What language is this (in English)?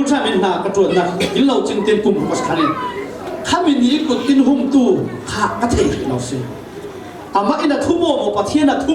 Falam Chin